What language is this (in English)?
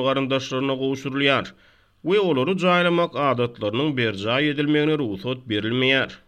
Turkmen